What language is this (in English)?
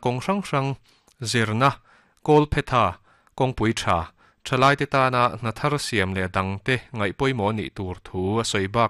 Mizo